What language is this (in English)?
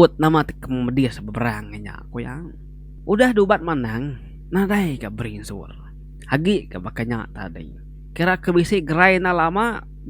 Iban